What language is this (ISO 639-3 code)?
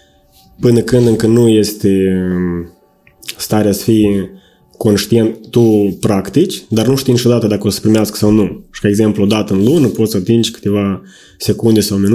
ron